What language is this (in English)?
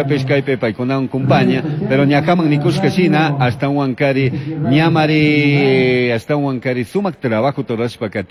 Chimborazo Highland Quichua